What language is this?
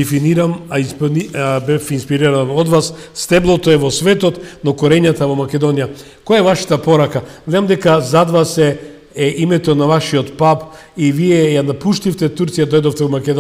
Macedonian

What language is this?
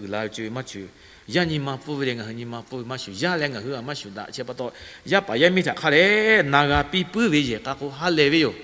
Lahu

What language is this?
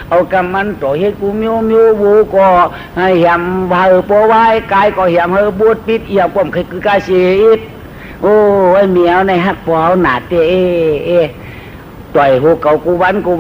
Shan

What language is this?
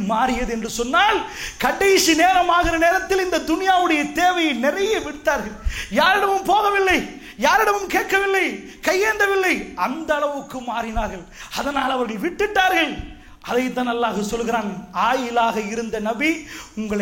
Tamil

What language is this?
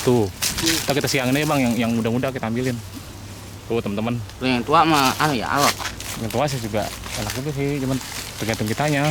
Betawi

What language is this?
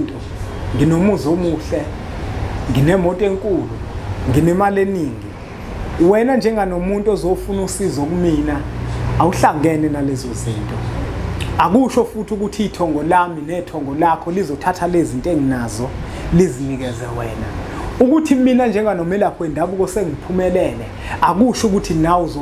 Zulu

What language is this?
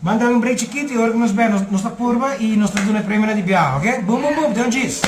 Papiamento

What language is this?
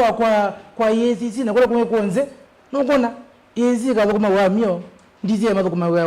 Kamba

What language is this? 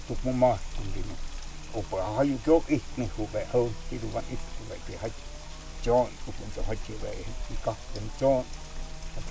Totontepec Mixe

